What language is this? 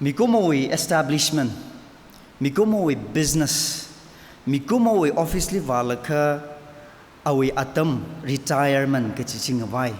Tangkhul Naga (India)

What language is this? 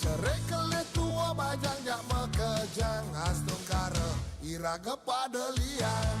Balinese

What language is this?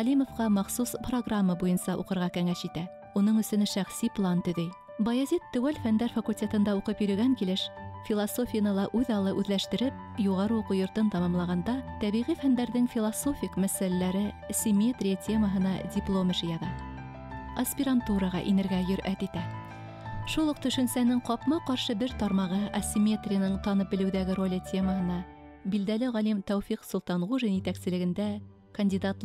Bashkir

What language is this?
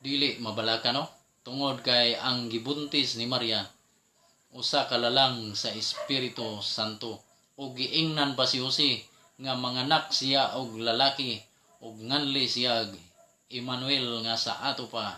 Cebuano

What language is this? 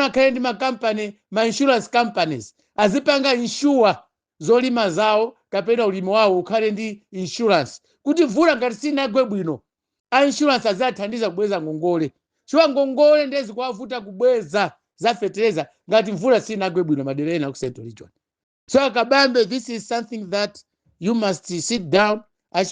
Nyanja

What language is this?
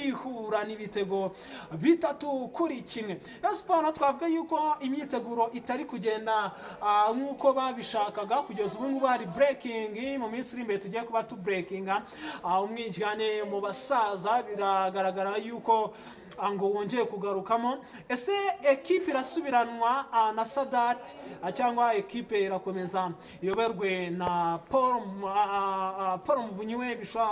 Kinyarwanda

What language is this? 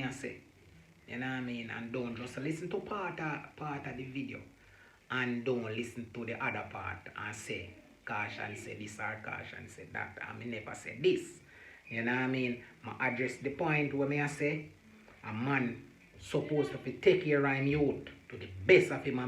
Jamaican Creole English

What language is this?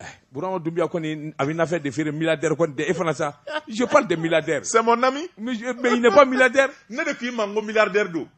Bambara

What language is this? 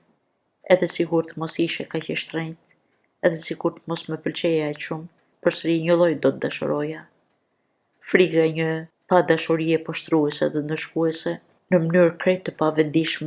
Albanian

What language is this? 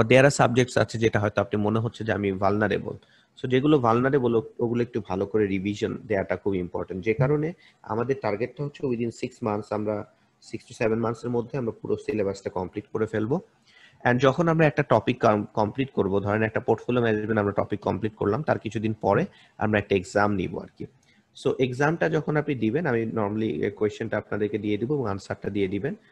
Bangla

